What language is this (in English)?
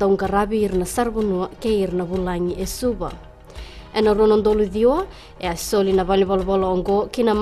Fijian